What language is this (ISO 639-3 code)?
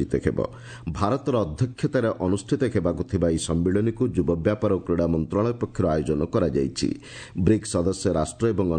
ori